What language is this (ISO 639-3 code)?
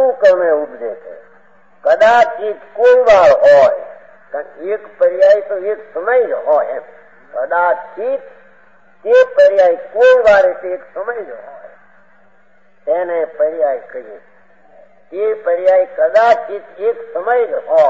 guj